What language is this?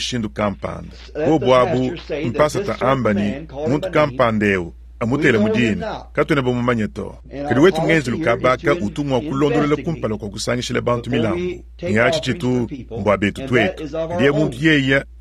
Luba-Lulua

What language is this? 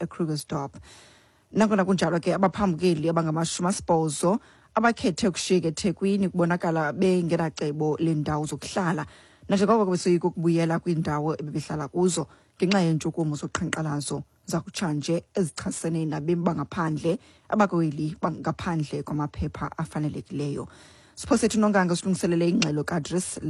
Xhosa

